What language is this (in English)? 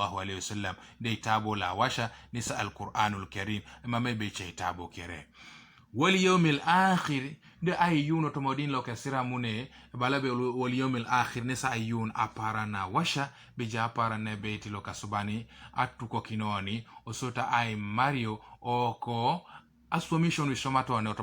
Teso